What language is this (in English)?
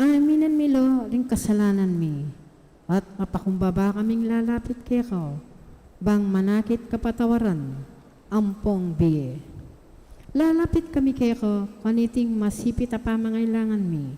Pampanga